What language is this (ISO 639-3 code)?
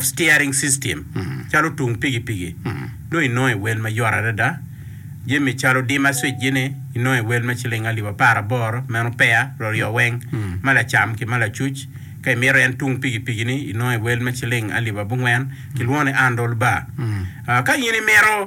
ach